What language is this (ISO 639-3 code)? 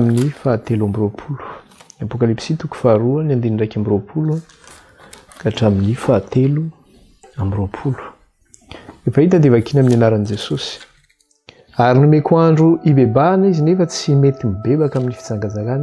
mlg